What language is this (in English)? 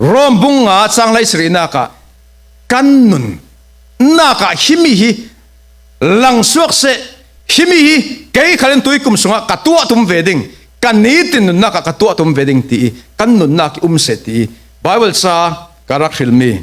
Falam Chin